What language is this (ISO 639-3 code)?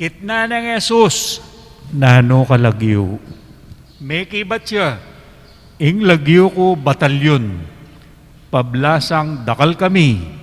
pam